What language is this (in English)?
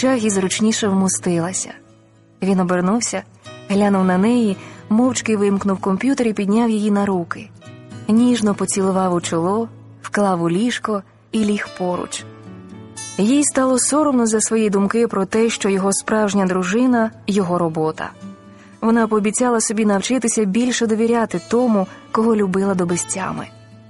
Ukrainian